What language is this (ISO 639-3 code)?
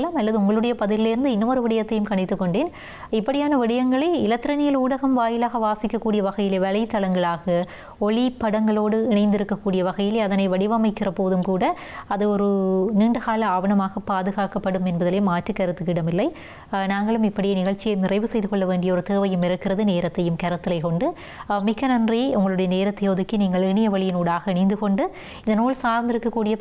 tam